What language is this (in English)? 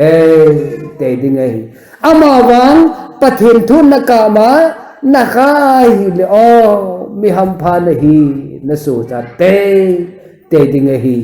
Thado Chin